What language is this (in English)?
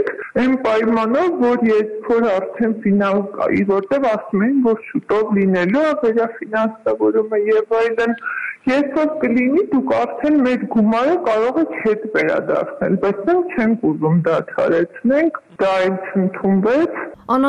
Armenian